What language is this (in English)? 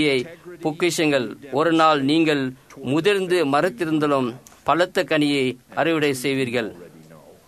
Tamil